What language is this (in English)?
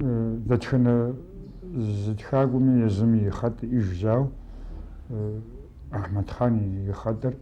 Kabardian